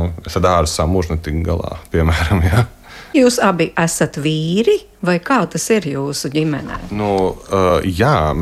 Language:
Latvian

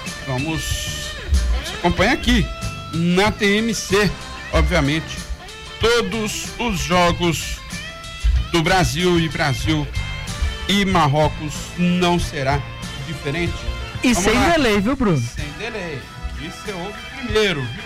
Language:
Portuguese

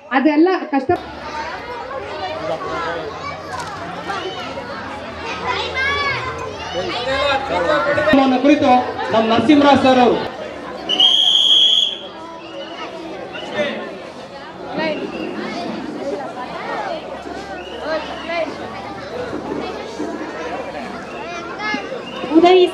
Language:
Kannada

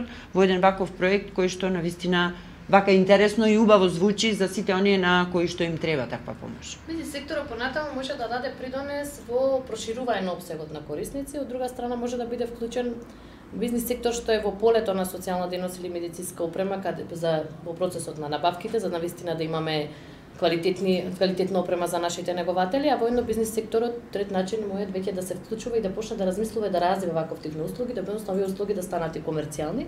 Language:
Macedonian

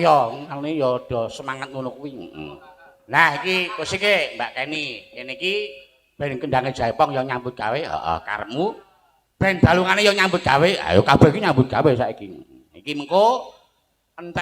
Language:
Javanese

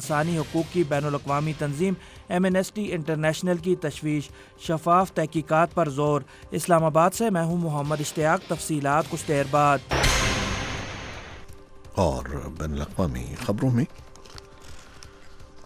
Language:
Urdu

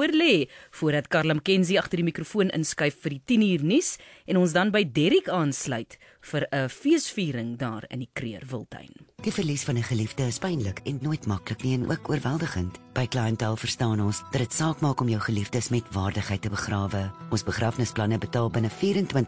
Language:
Afrikaans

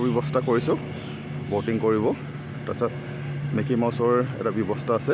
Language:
Assamese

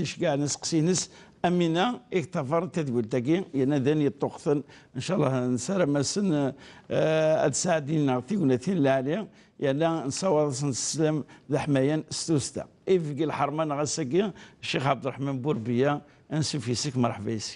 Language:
Kabyle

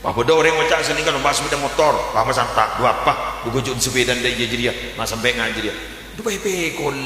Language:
Madurese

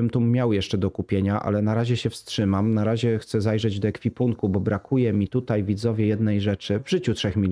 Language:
Polish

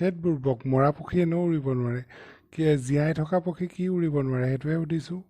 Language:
Assamese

